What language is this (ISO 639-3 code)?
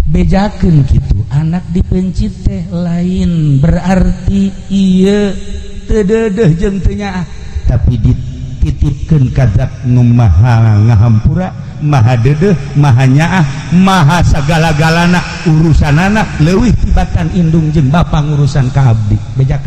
sun